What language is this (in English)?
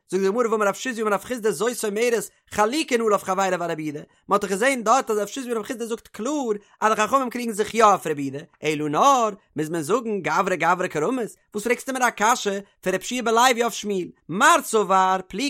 Yiddish